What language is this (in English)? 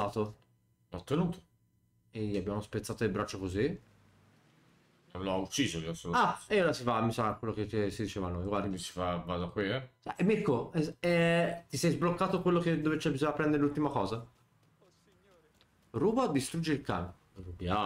Italian